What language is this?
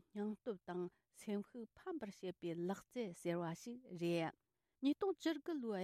Tibetan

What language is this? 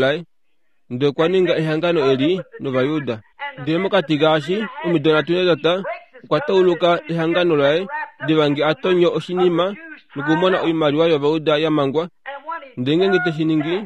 Kuanyama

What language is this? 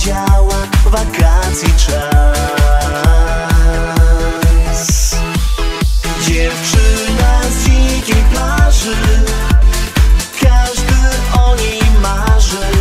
Polish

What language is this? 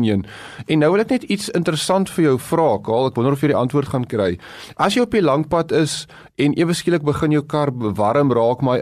Afrikaans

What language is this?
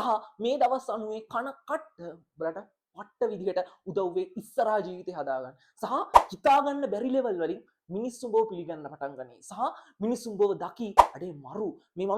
Sinhala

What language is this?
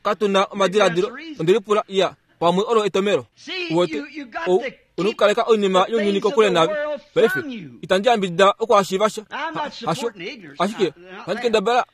Kuanyama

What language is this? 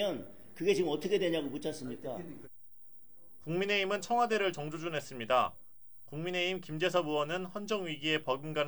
Korean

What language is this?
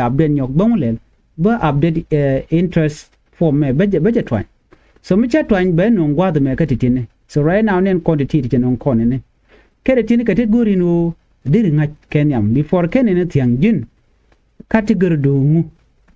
Nuer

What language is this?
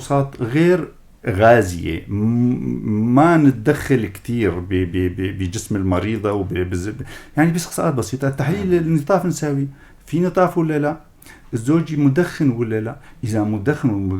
North Levantine Arabic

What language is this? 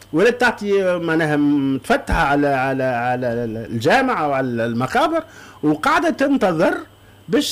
Tunisian Arabic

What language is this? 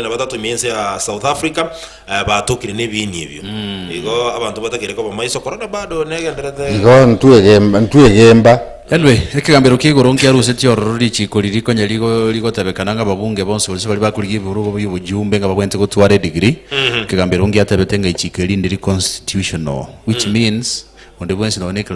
Gusii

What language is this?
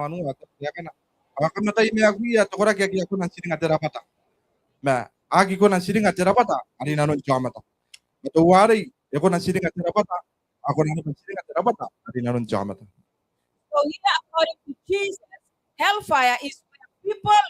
Gilbertese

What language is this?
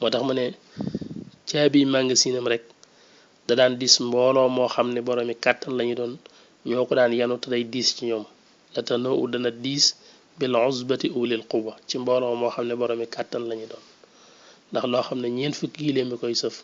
Wolof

